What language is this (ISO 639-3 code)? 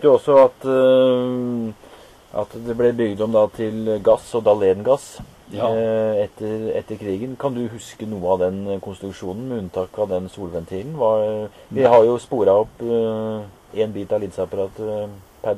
nor